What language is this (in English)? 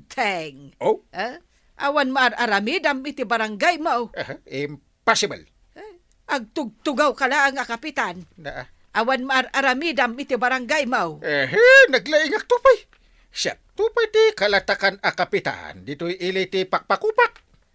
Iloko